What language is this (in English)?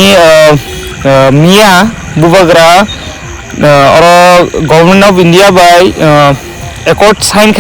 Kok Borok